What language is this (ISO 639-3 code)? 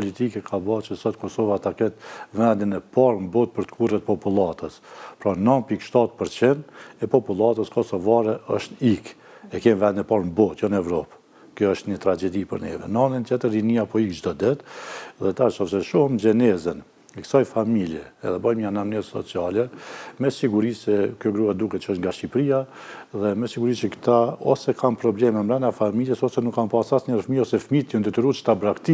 sqi